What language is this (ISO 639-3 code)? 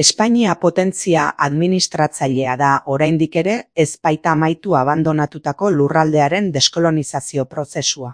eus